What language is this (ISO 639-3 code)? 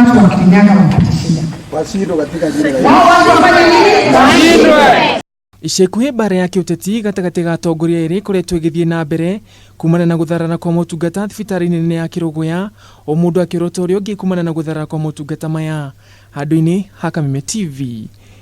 kik